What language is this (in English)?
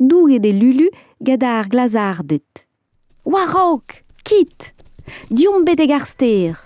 Breton